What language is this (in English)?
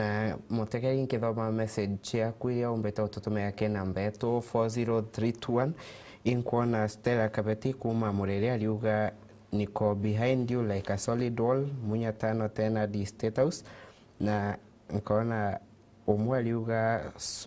Meru